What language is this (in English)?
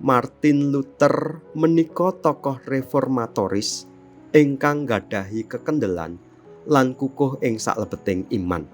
Javanese